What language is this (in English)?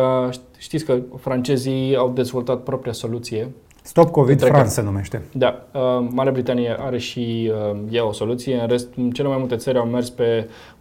Romanian